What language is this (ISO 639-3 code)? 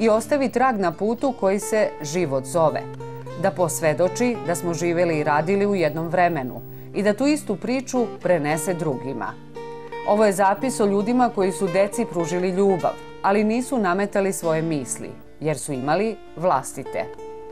srp